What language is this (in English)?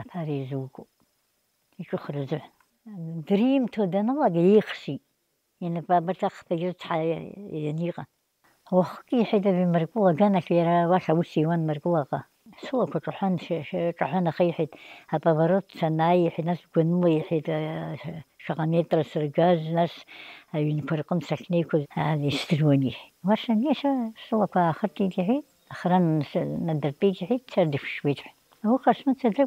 Abkhazian